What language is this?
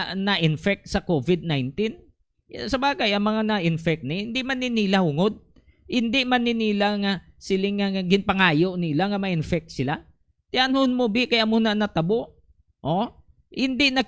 Hiligaynon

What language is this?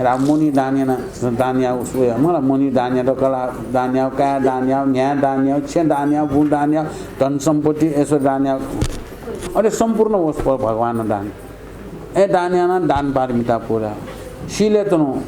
Newari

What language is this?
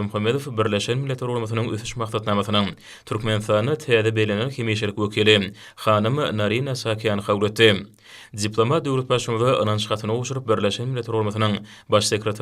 Turkmen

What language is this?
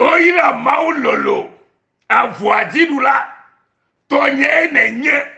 Ewe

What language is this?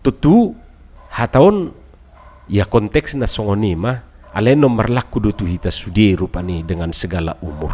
Batak Toba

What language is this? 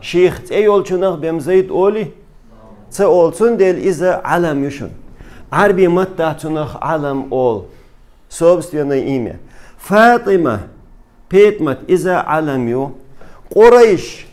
Chechen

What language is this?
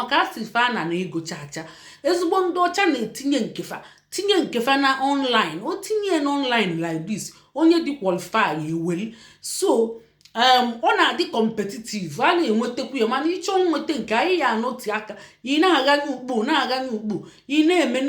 Igbo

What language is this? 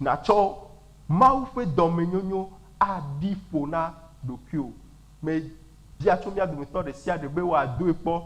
Ewe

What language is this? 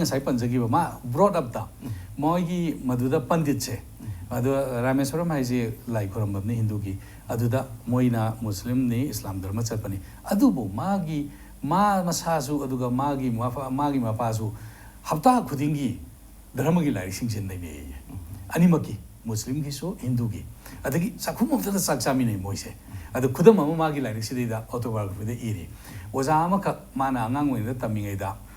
Manipuri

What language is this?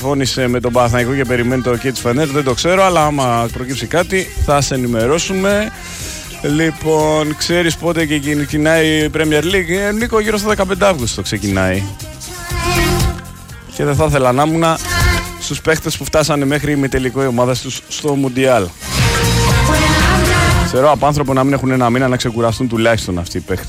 Greek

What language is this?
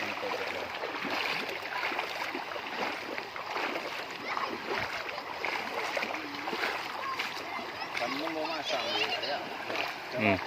Lao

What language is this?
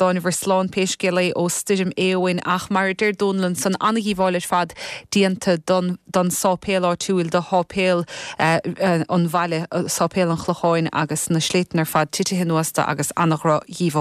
Irish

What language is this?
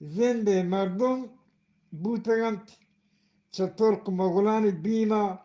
Eastern Balochi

